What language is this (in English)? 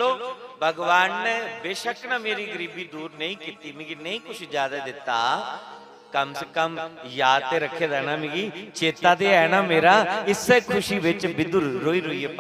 Dogri